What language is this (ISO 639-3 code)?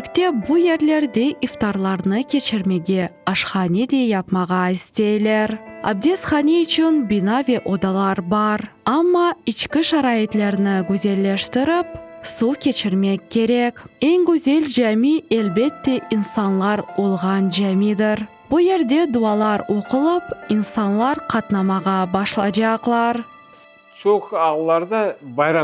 crh